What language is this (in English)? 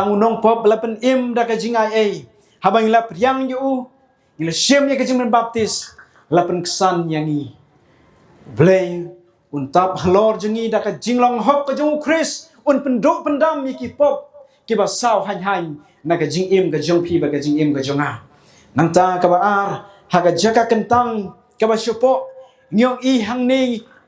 Khasi